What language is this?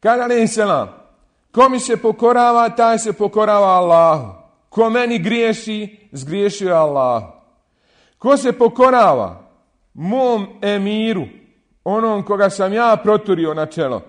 Bosnian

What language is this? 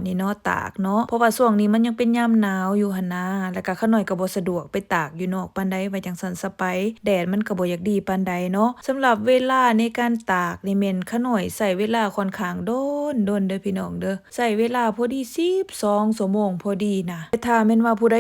Lao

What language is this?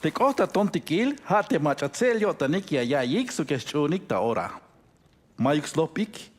Tzeltal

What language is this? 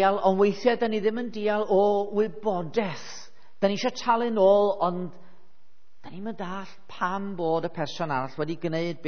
Welsh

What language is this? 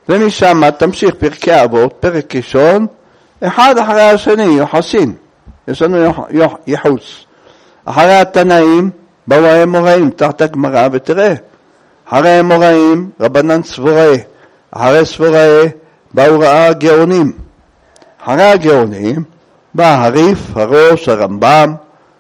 Hebrew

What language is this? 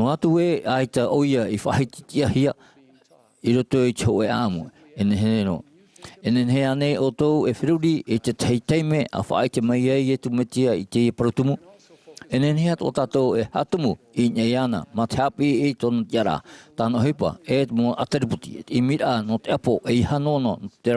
Tahitian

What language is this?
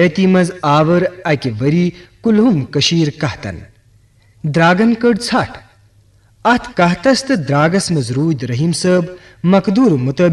Kashmiri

